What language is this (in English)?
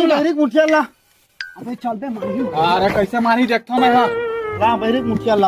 Chhattisgarhi